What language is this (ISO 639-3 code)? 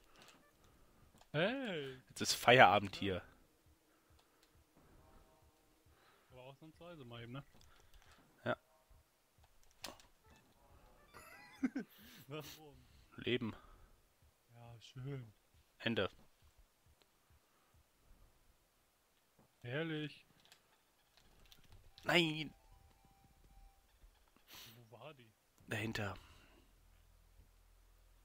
deu